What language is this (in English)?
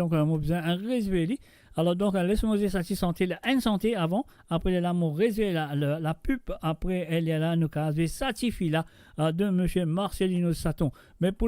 Morisyen